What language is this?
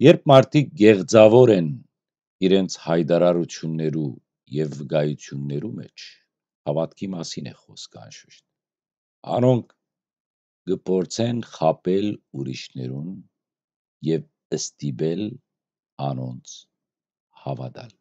Western Armenian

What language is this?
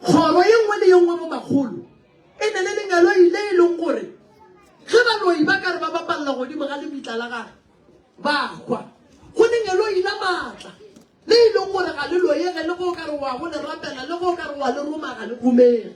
Northern Sotho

